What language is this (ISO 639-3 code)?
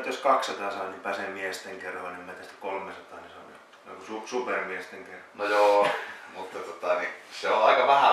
fin